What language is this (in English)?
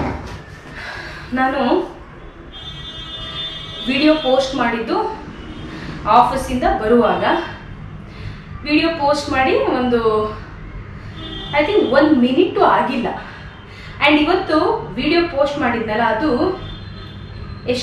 Kannada